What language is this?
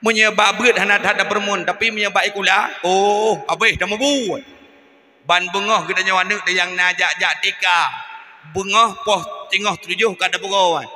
Achinese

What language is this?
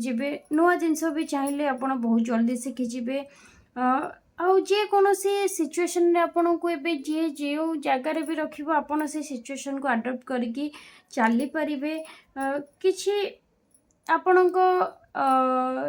Odia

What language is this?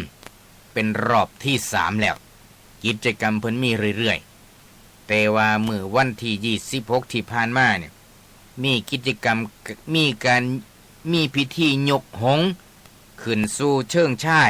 Northeastern Thai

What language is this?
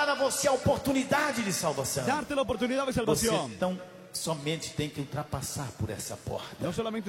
Portuguese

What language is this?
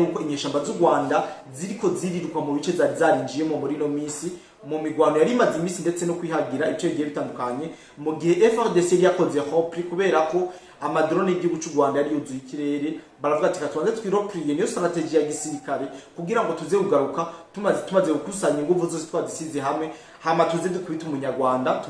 Rundi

